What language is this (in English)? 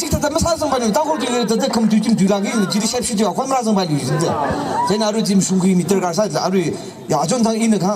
Tangkhul Naga (India)